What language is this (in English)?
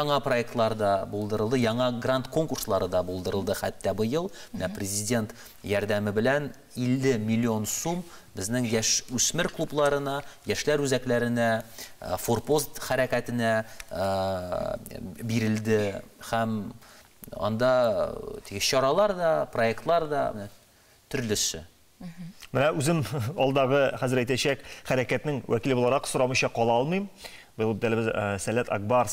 Tatar